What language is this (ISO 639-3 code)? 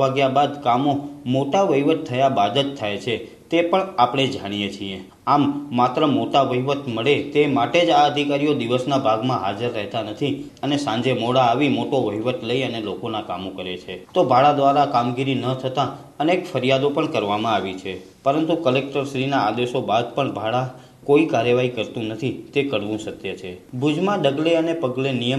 guj